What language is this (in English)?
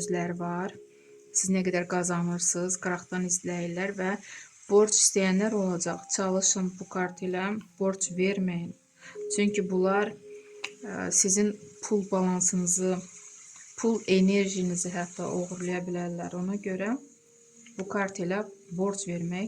Azerbaijani